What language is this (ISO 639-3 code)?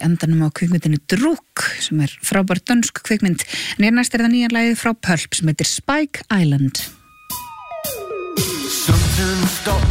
isl